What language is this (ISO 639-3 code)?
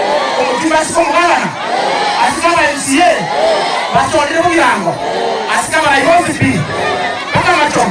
guz